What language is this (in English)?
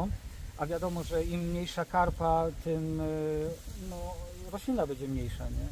Polish